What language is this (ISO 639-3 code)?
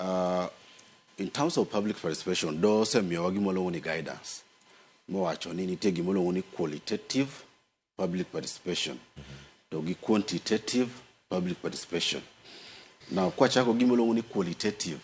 luo